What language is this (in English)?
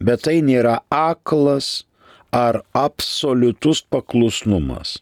Lithuanian